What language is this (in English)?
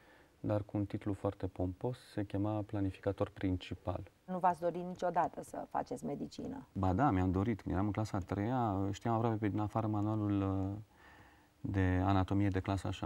Romanian